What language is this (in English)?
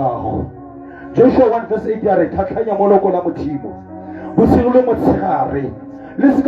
Tswana